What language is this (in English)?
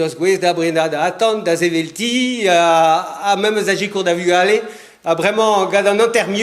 Breton